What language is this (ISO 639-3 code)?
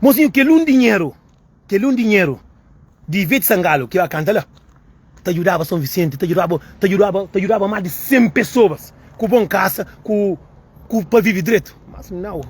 kea